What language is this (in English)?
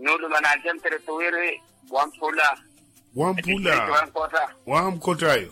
Makhuwa